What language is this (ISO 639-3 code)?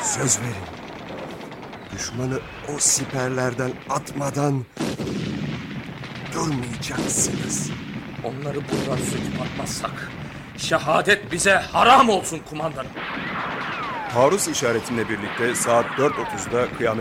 tur